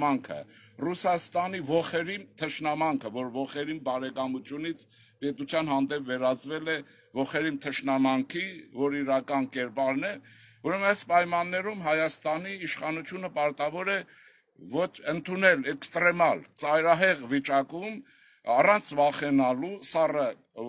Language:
Armenian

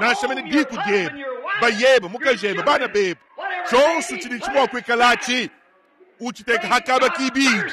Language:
Luba-Lulua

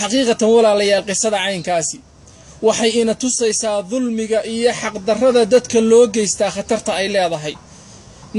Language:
Somali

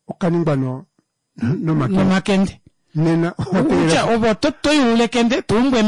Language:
Kuanyama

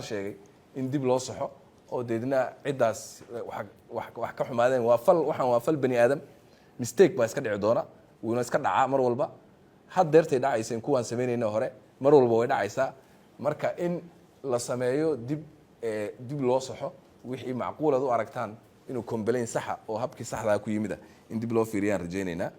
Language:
Somali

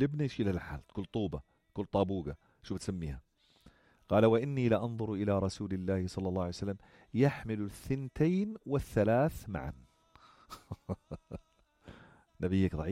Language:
North Levantine Arabic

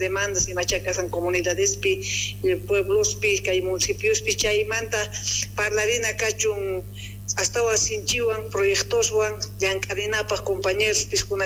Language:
Quechua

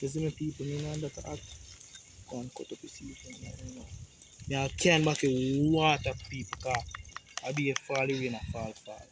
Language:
Jamaican Creole English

